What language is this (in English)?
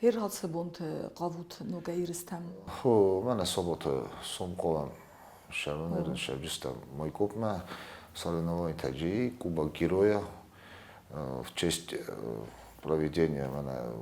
Ossetic